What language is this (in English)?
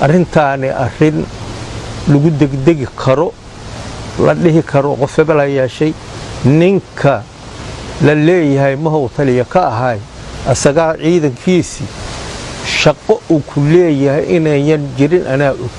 Somali